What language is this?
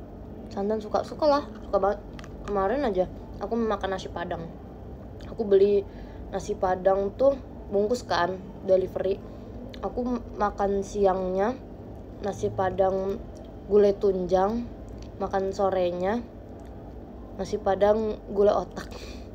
Indonesian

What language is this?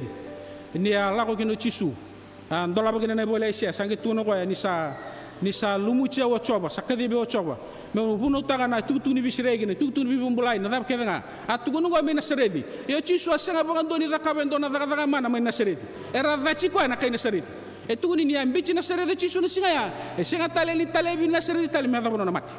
Fijian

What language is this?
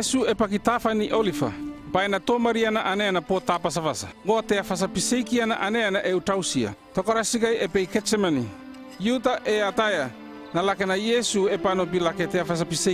North Efate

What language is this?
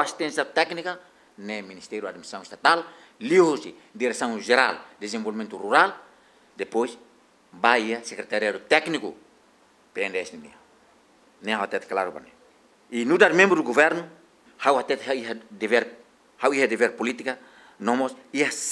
Tetum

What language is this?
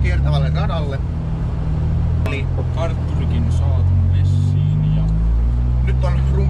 Finnish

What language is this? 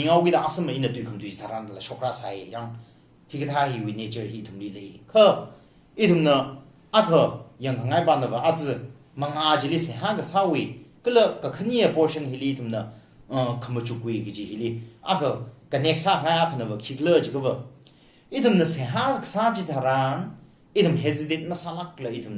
Tangkhul Naga (India)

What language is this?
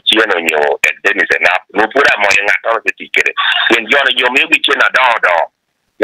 Acoli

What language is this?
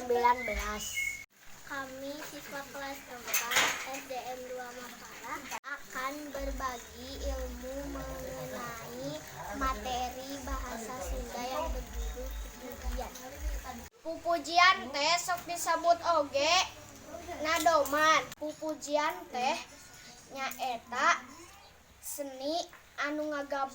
Sundanese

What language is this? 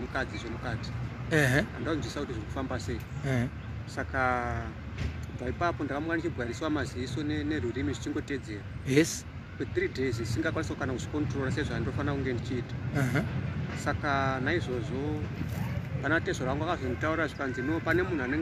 Shona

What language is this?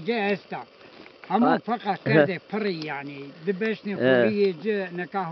Zaza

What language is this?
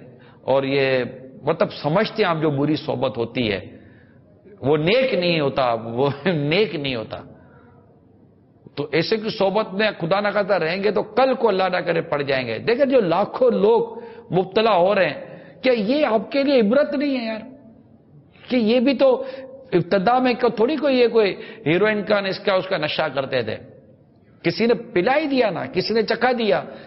Urdu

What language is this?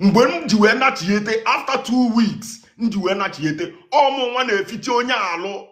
Igbo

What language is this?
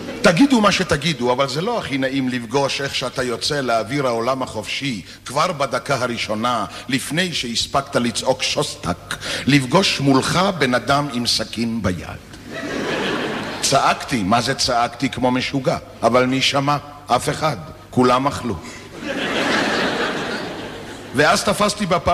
Hebrew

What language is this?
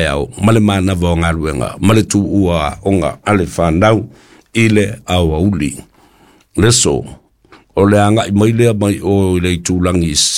Samoan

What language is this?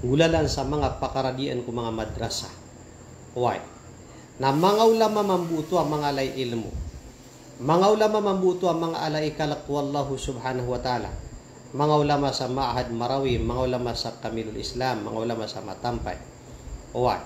Maranao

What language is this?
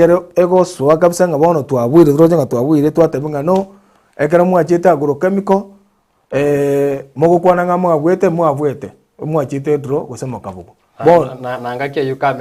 Gusii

